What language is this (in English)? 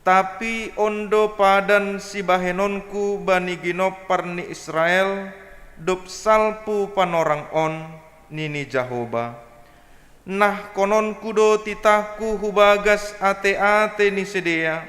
Batak Simalungun